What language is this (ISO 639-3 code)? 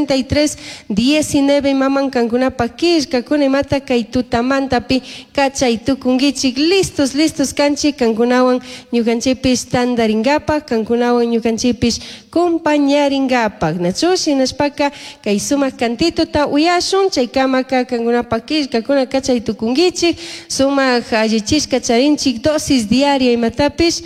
qug